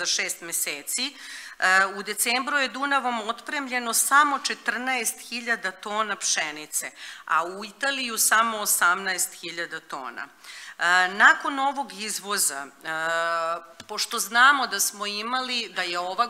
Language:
Serbian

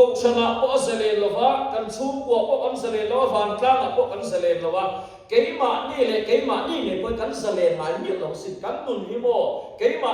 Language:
Mizo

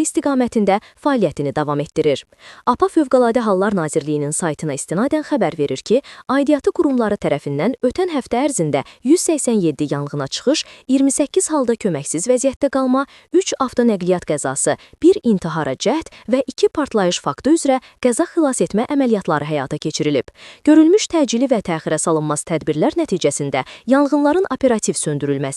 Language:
Azerbaijani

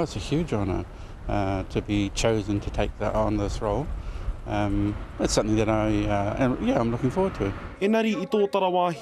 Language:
Māori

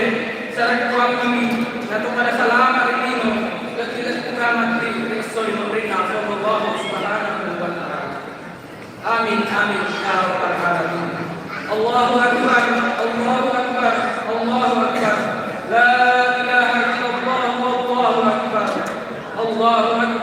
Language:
Buginese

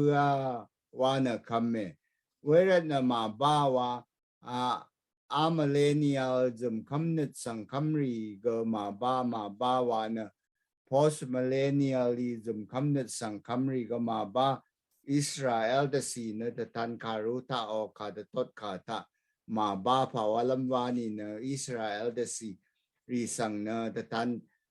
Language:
Rawang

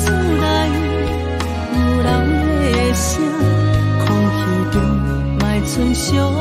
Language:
Min Nan Chinese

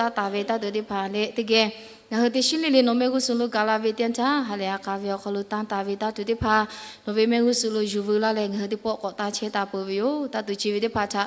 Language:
Lahu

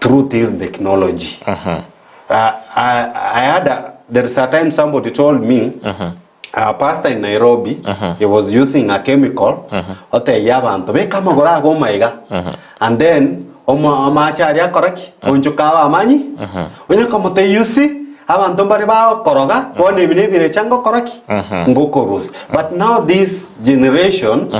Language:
Gusii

